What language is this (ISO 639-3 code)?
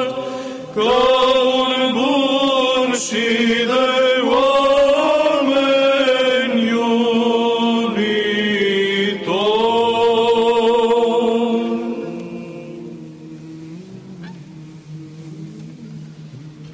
ron